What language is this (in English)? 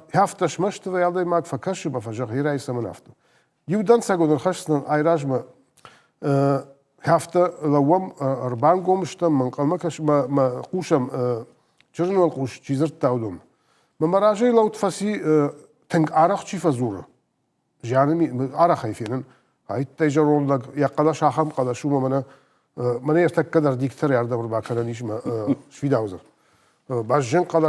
Ossetic